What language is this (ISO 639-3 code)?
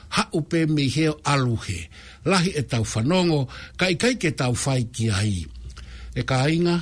ton